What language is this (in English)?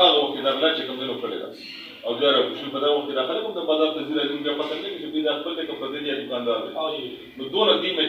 Pashto